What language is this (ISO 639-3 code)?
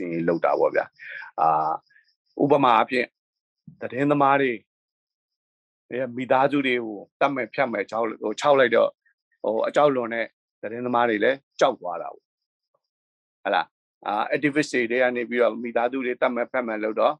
mya